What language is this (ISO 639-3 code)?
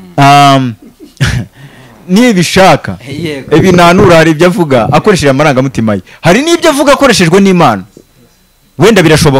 kin